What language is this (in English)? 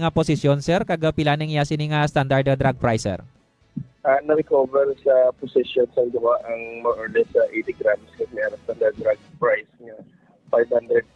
Hiligaynon